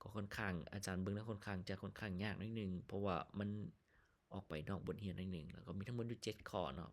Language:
Lao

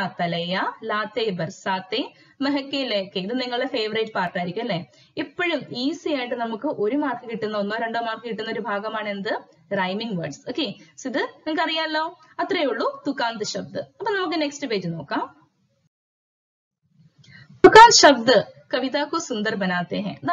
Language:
Malayalam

